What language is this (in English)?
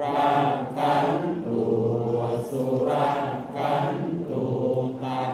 Pali